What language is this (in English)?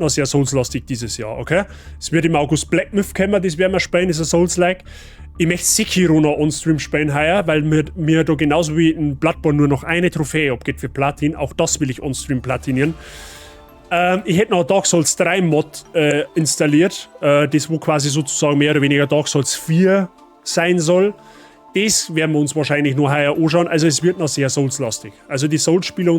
Bavarian